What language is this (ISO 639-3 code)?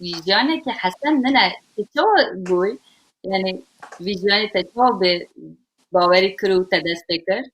kur